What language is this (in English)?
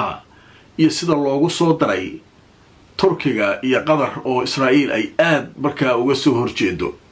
Somali